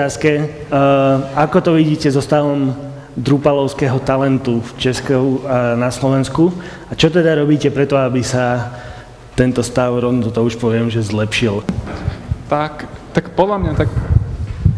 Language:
Slovak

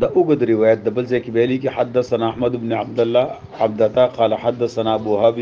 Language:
Pashto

